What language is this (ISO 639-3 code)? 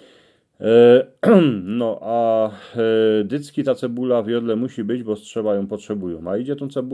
szl